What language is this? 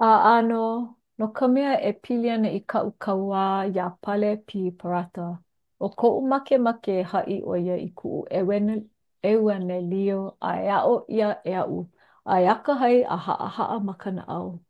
Hawaiian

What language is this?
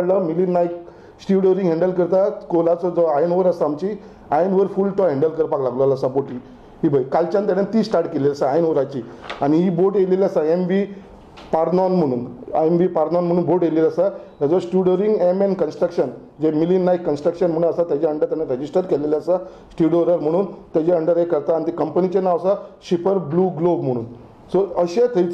Konkani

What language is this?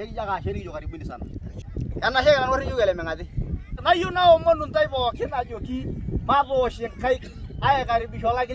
Masai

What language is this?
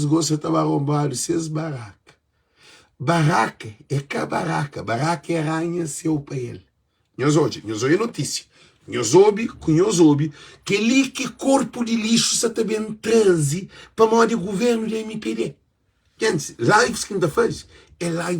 Kabuverdianu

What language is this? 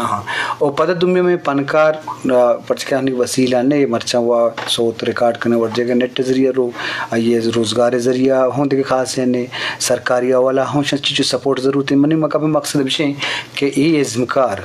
Eastern Balochi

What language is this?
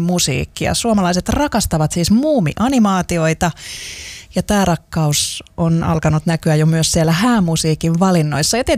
Finnish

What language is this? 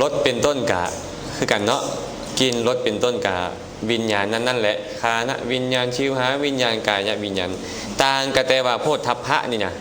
Lao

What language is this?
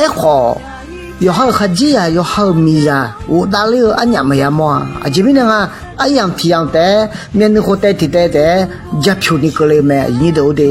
Akha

